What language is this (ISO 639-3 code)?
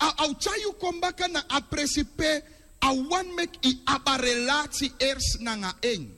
srn